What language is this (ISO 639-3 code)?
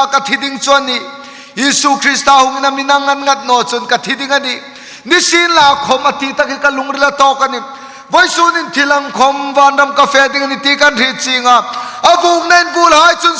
hmr